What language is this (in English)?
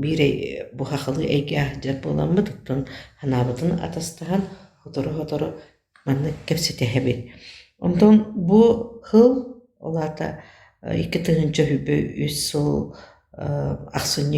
Yakut